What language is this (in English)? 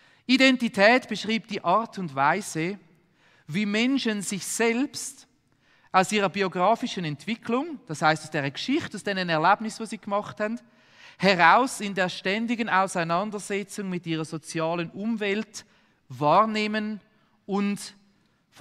Swiss German